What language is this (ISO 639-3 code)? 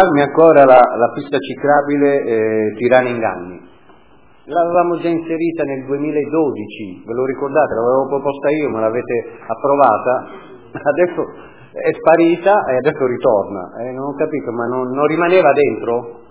ita